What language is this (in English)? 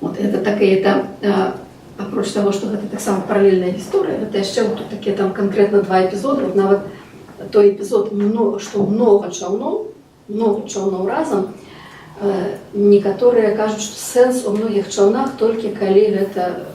Belarusian